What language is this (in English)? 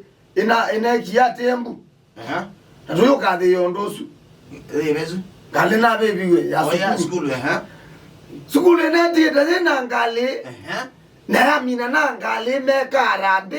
Kamba